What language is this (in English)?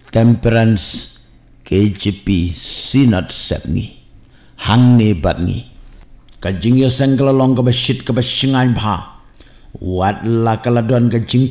Khasi